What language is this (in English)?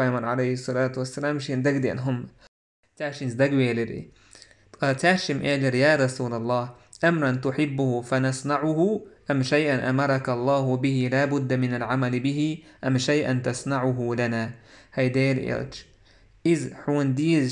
Chechen